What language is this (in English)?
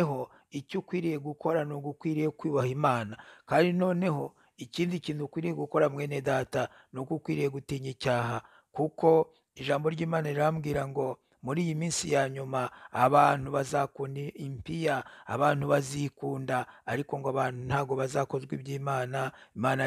Kinyarwanda